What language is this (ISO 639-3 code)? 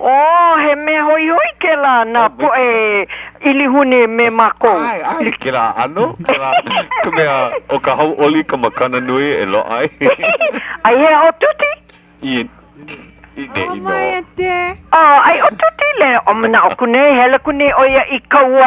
haw